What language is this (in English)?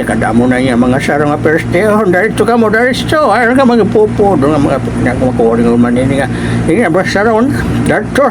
Waray